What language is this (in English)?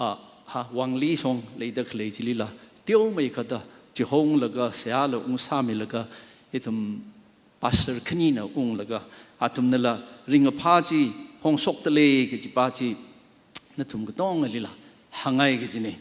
Tangkhul Naga (India)